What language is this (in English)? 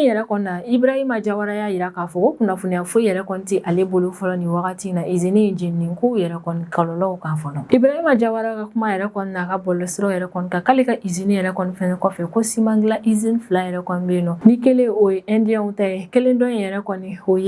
Bambara